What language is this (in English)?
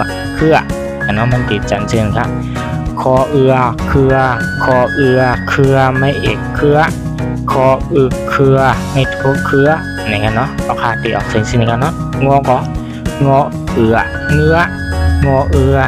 Shan